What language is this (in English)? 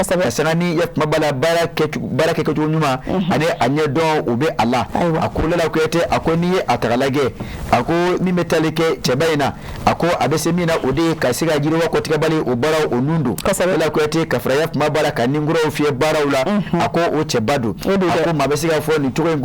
Bambara